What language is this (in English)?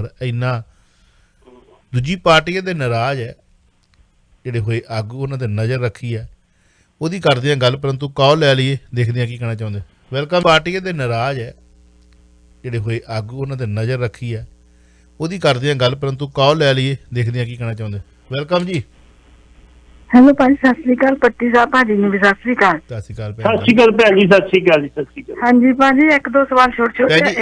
Punjabi